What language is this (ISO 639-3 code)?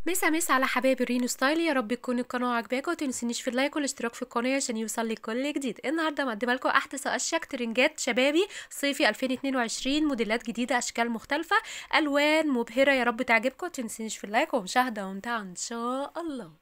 arz